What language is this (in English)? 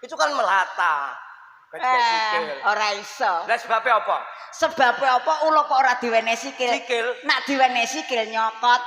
Javanese